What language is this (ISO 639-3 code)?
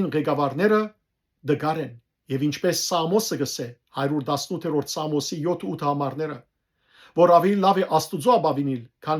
hyw